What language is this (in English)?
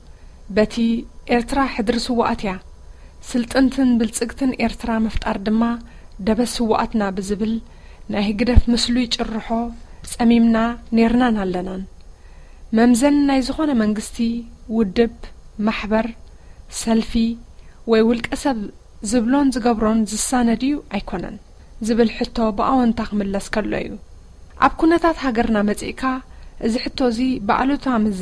Tigrinya